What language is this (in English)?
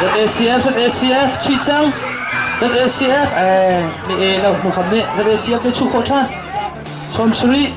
Hakha Chin